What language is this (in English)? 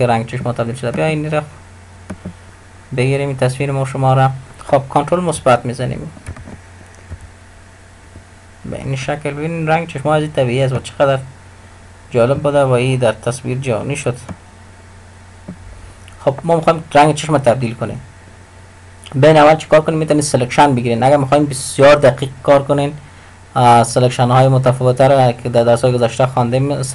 Persian